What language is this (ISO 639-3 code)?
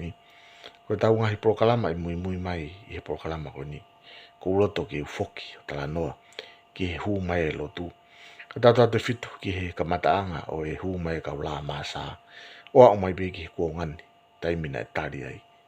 ton